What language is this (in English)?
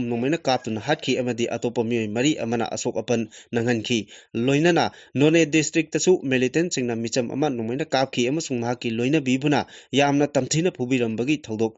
Manipuri